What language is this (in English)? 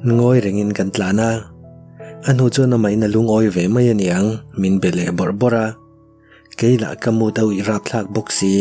Mizo